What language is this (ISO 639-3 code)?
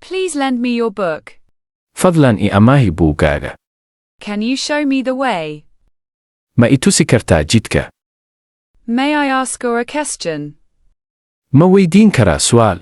som